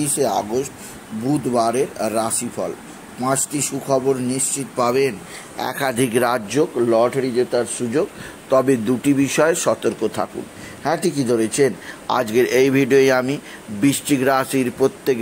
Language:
Bangla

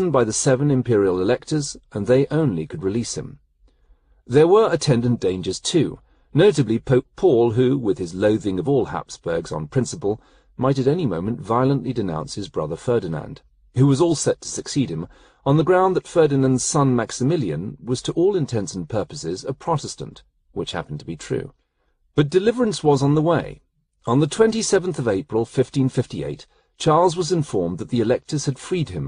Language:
English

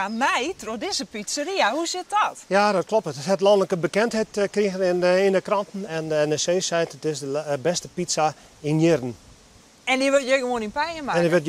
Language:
Western Frisian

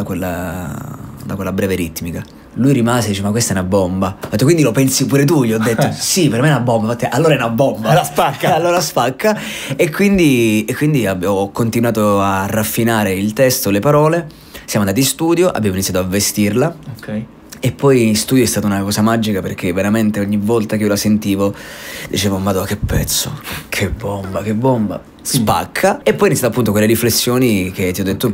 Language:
Italian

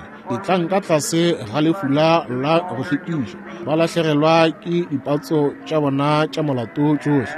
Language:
Northern Sotho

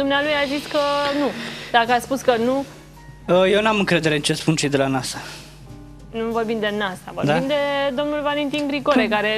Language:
Romanian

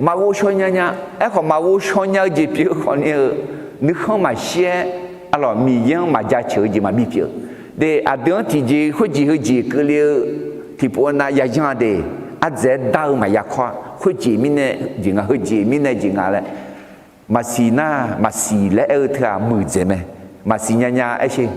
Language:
Akha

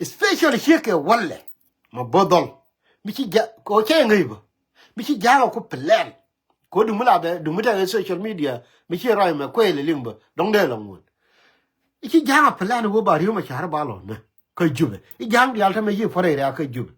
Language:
Nuer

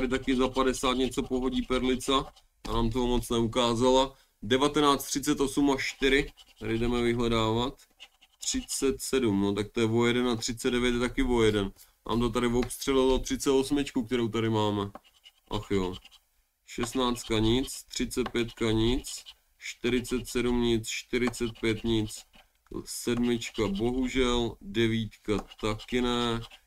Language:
Czech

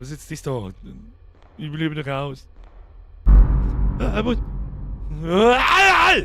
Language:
Bavarian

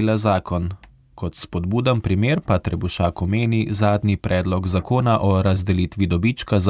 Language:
Slovenian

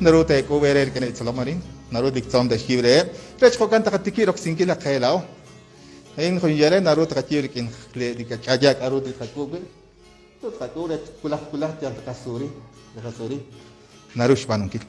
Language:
Kekchí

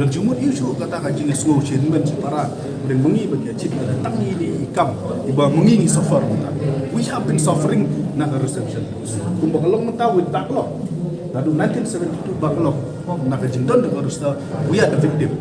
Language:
Khasi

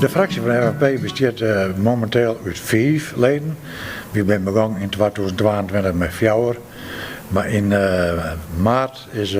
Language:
Western Frisian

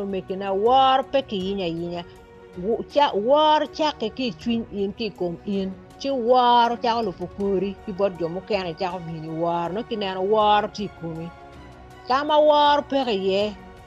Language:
Acoli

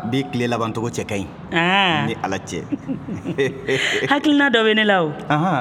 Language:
Bambara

